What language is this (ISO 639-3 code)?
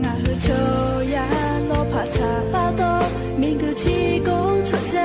lhu